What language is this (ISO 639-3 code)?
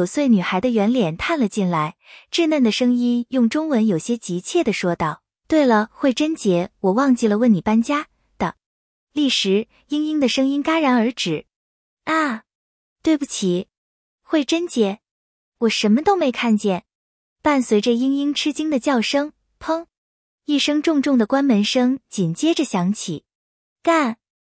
zho